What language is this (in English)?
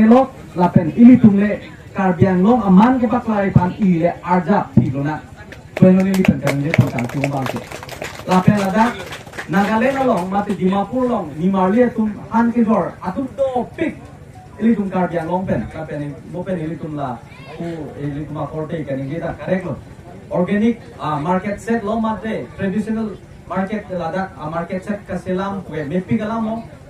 Karbi